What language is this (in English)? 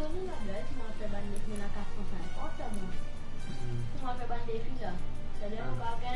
Morisyen